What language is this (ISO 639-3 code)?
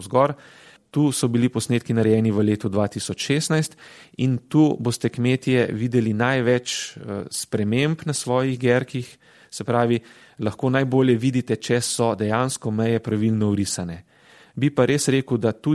slv